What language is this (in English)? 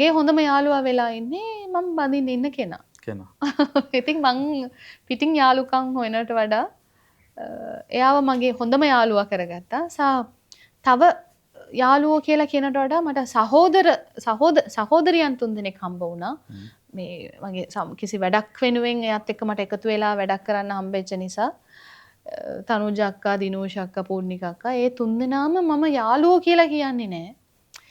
Sinhala